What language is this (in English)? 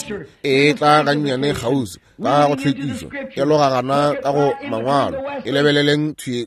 Northern Sotho